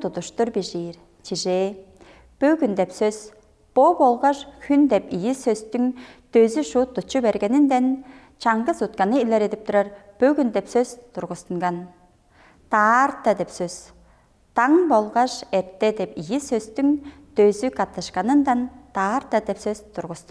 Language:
Tuvinian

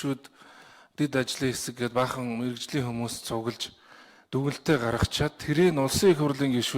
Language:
Mongolian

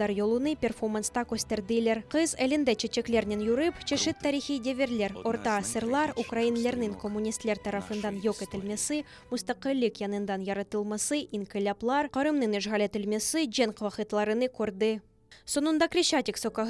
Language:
Crimean Tatar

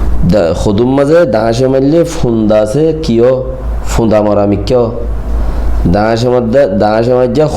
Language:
Rohingya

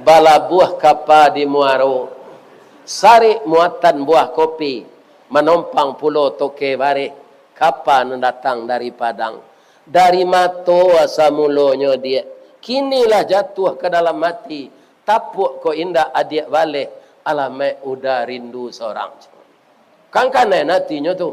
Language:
Minangkabau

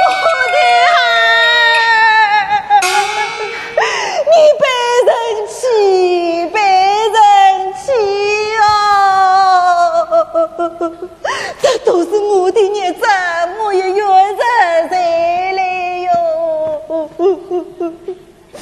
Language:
Chinese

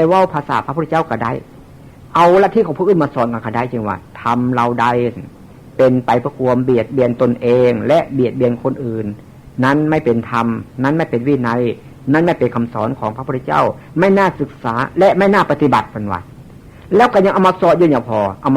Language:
Northeastern Thai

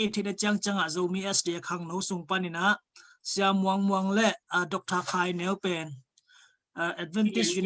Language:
Tedim Chin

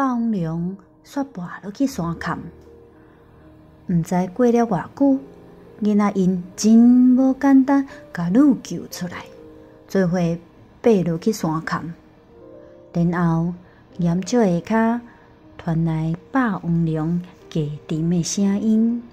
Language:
Min Nan Chinese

